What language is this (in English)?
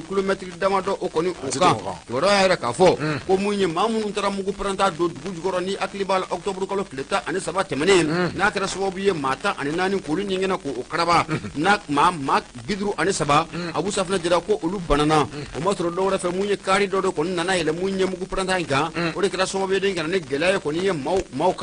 Bambara